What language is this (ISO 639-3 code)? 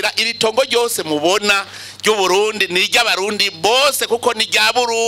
run